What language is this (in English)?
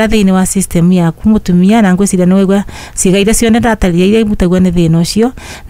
Kikuyu